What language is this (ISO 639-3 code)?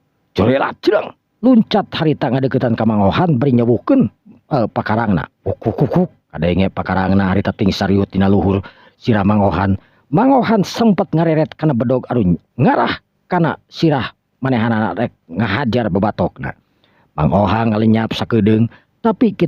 sun